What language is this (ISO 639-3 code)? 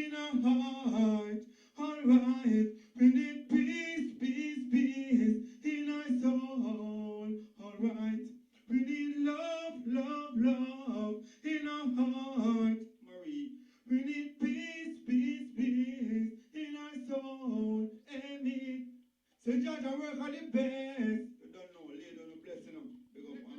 jam